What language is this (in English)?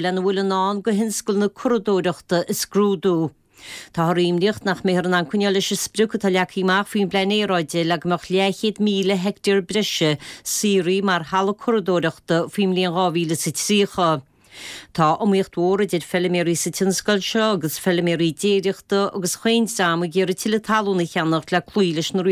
Irish